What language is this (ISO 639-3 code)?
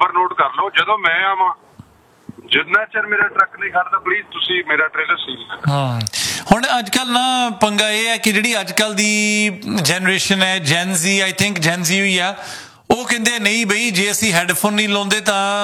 pan